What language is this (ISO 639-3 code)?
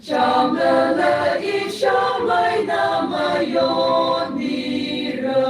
nmf